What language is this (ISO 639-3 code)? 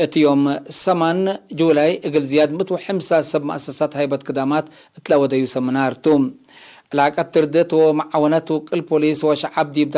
tig